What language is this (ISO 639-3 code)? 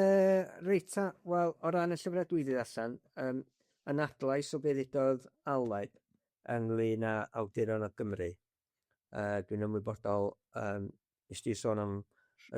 cym